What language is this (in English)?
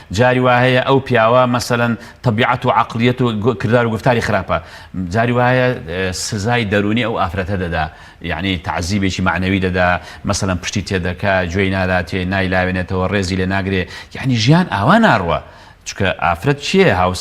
Central Kurdish